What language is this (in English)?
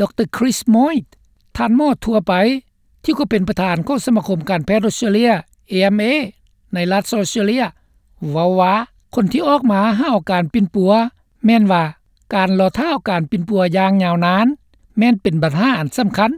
Lao